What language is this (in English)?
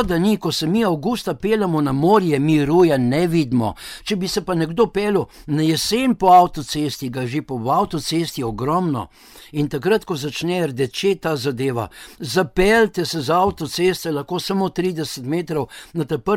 Slovenian